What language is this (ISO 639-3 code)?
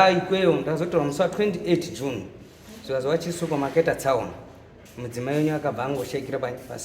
sna